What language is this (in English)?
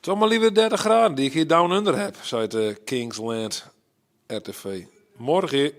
Western Frisian